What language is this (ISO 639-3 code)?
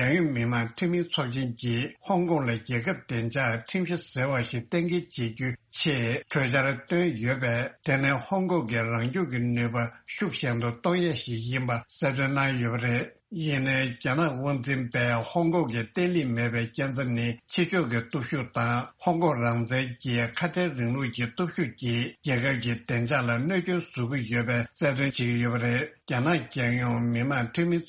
bod